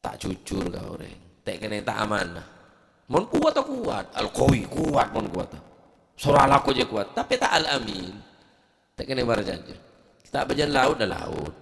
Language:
Madurese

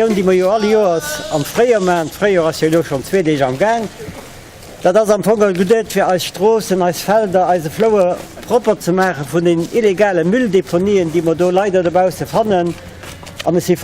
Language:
Luxembourgish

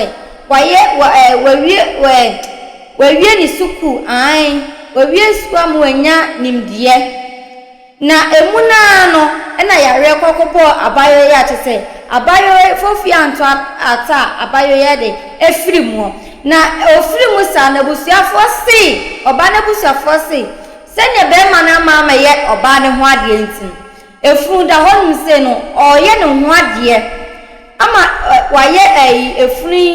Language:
Akan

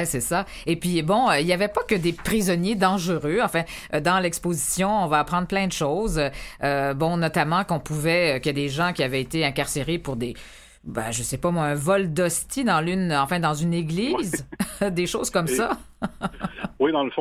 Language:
French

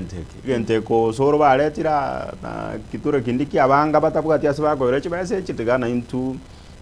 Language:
Gusii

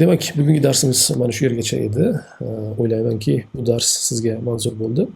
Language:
Uzbek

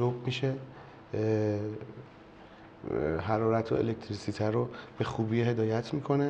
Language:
Persian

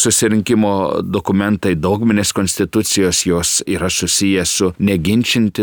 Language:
Lithuanian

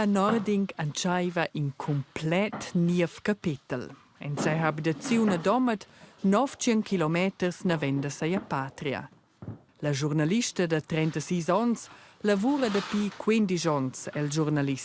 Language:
Romansh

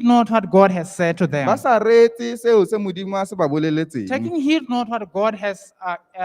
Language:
Tswana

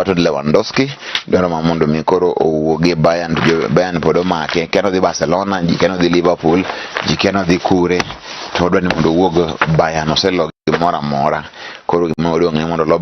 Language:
Luo (Kenya and Tanzania)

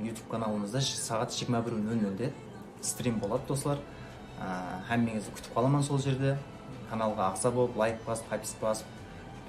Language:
Kara-Kalpak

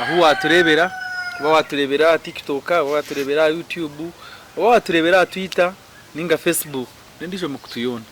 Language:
Nyankole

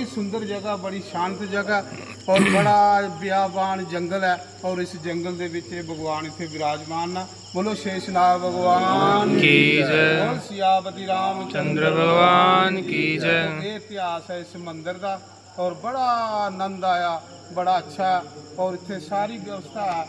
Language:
Dogri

